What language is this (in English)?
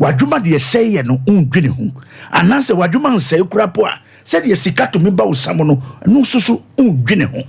Akan